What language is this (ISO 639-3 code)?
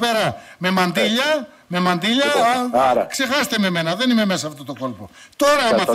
ell